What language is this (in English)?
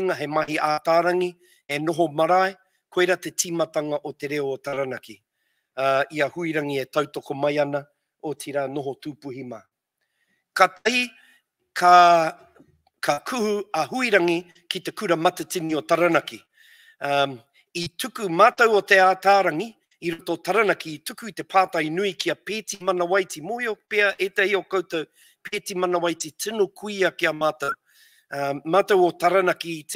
Māori